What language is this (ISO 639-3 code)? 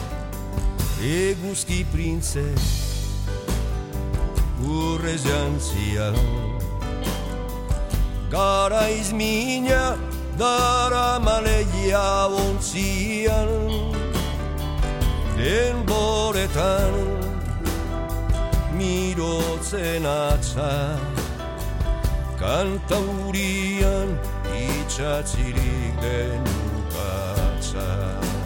eus